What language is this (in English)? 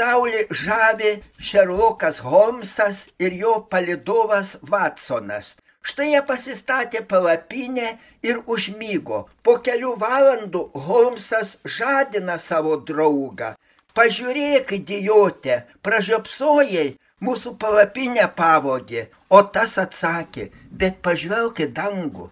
Lithuanian